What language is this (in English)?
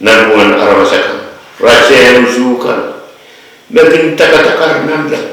Pohnpeian